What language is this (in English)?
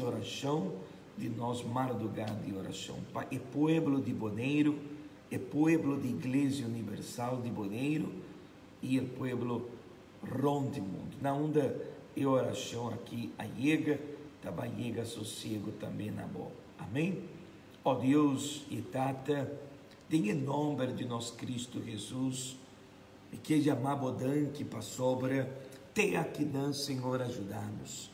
Papiamento